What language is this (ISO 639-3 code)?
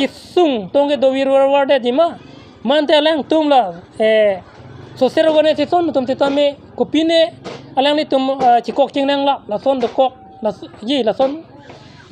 mjw